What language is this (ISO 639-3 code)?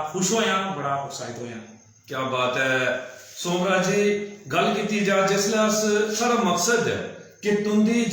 doi